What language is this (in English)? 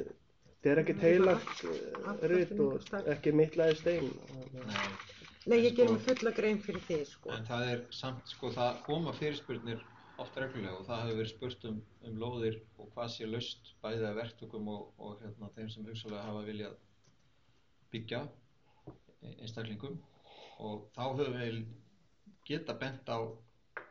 Icelandic